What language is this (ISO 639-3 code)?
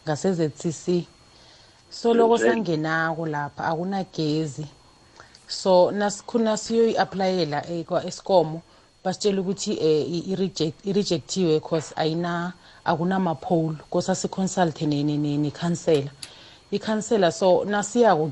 nbl